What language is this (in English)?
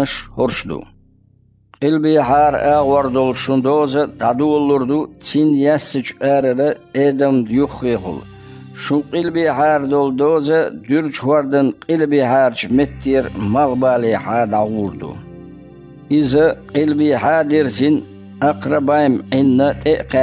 Chechen